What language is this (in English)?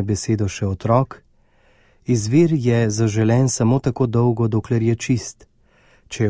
Slovenian